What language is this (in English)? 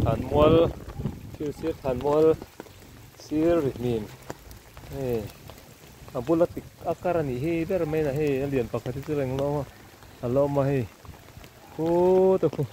Mizo